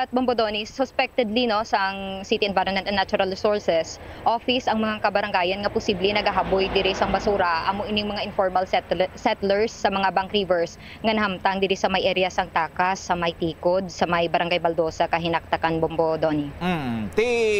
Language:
Hiligaynon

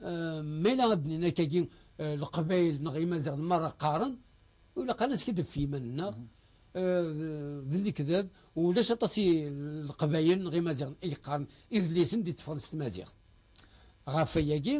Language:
Kabyle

